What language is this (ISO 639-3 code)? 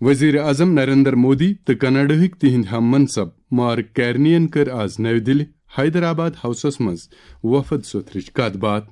kas